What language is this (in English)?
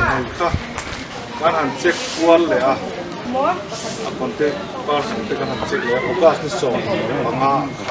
Hmar